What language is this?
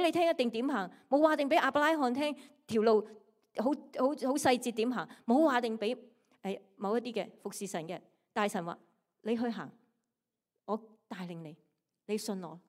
Cantonese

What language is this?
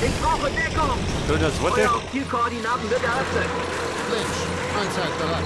Bavarian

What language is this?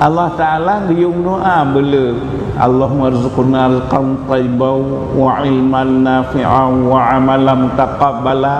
Achinese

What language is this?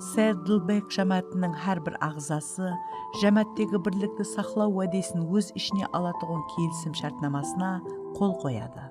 Kara-Kalpak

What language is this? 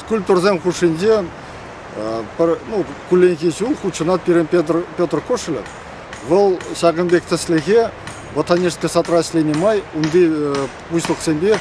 Chuvash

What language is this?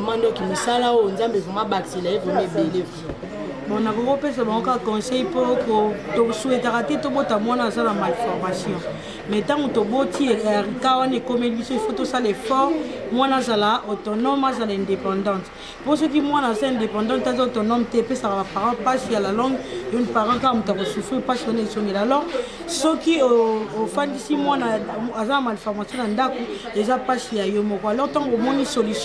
Lingala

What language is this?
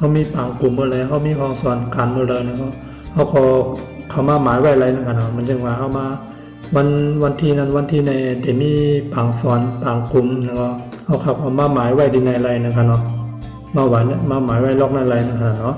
Shan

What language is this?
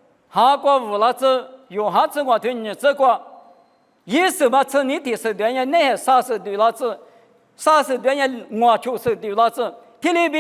Lisu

